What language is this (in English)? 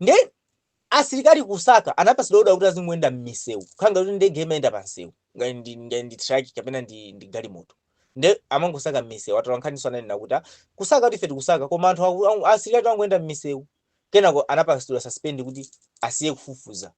Nyanja